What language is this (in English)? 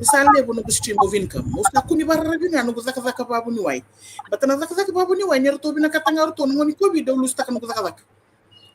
Fijian